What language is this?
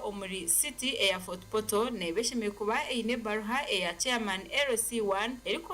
Nyankole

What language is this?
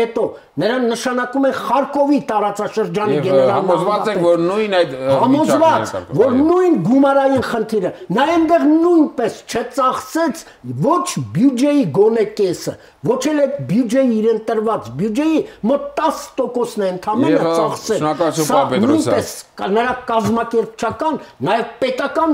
Armenian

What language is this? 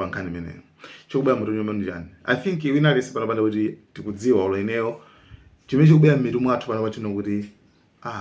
Nyanja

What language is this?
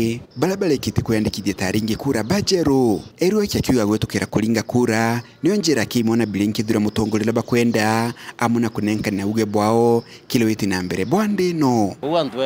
Meru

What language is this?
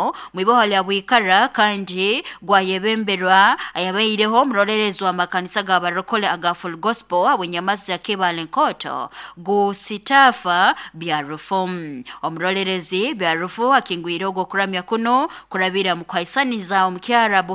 Nyoro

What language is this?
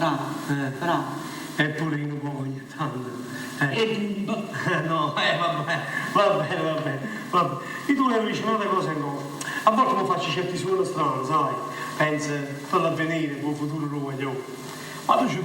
Neapolitan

